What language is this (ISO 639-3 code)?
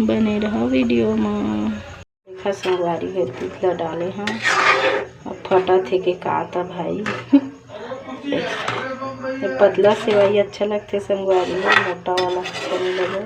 hne